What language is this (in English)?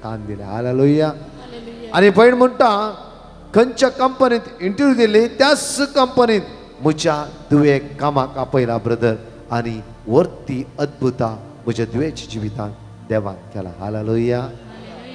Konkani